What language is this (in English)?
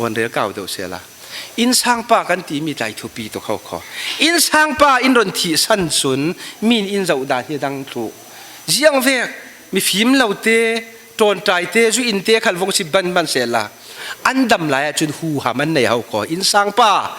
Falam Chin